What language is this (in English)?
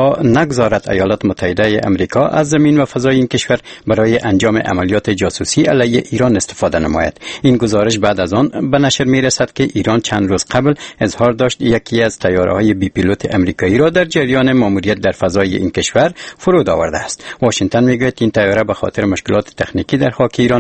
Persian